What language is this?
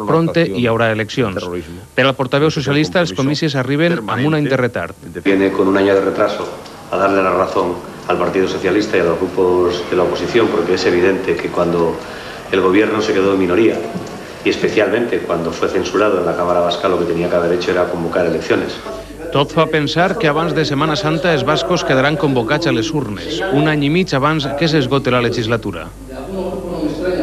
Catalan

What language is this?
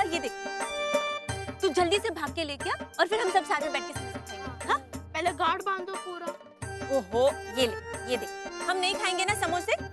Hindi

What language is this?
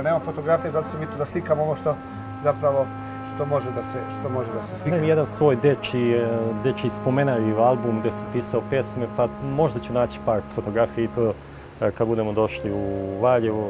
Serbian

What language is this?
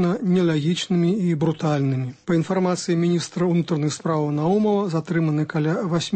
Belarusian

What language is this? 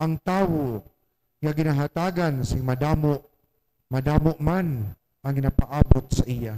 Hiligaynon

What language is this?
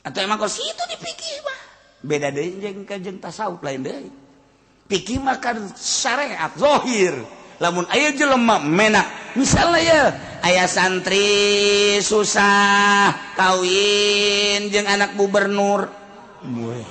Sundanese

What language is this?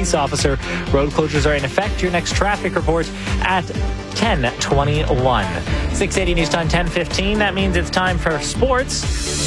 English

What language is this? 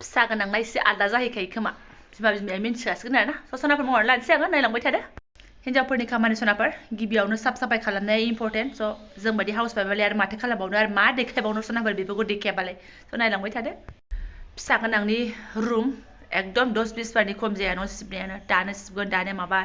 Bodo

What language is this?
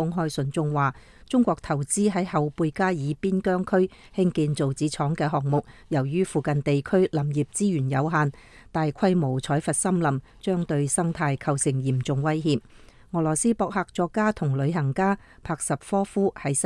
Cantonese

